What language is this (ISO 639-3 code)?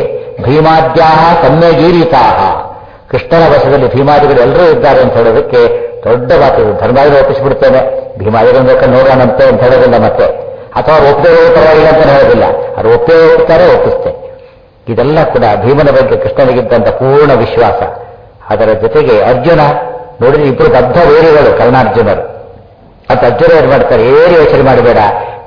kan